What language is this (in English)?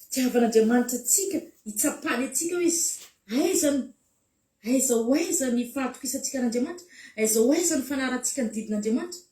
Malagasy